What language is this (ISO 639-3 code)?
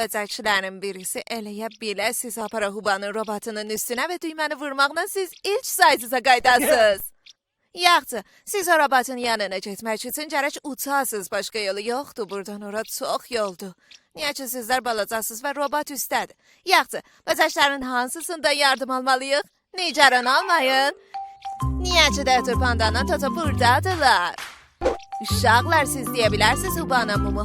azb